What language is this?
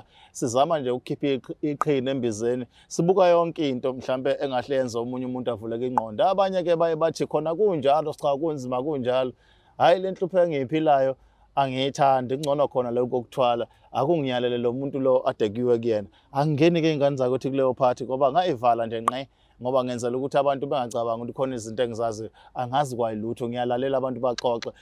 Zulu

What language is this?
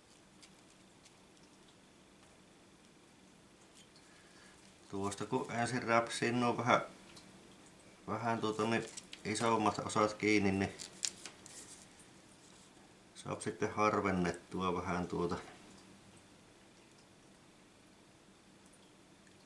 Finnish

